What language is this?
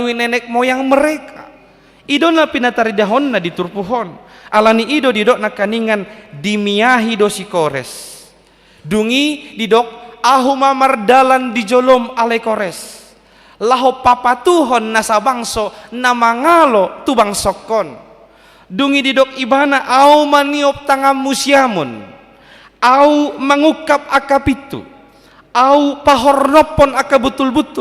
Batak Toba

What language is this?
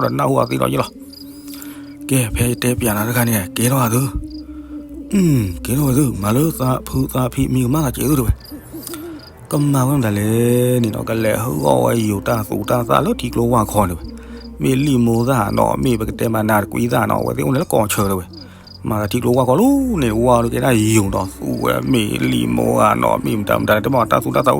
S'gaw Karen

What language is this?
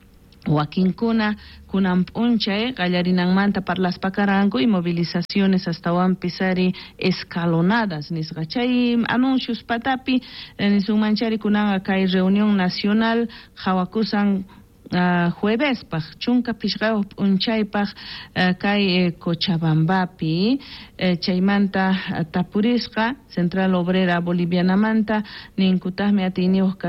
South Bolivian Quechua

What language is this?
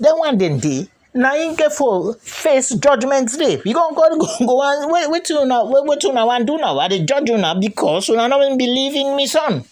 Krio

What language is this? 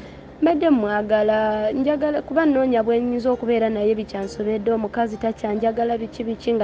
Ganda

